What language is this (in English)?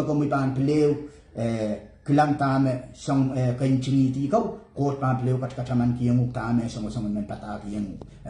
Pohnpeian